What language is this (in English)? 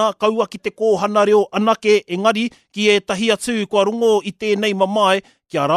Māori